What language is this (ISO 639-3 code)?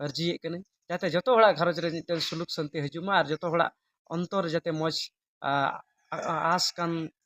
sat